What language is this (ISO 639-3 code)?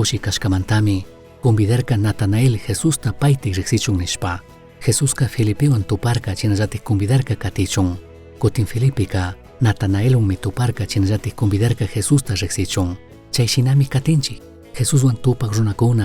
qug